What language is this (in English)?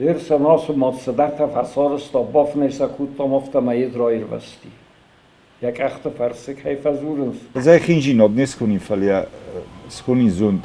Ossetic